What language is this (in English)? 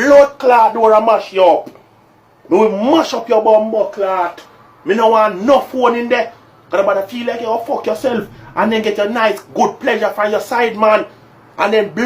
Jamaican Creole English